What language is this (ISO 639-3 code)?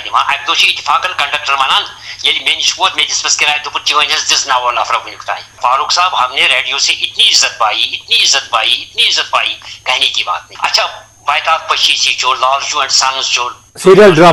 kas